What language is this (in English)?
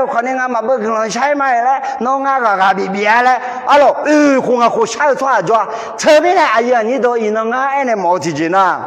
Akha